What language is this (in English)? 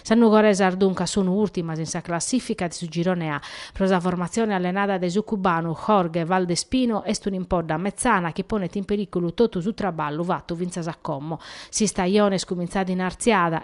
Sardinian